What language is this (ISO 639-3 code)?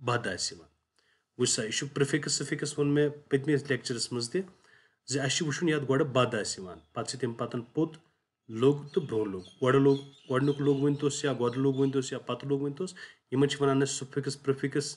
kas